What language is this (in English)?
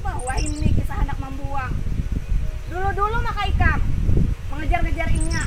Banjar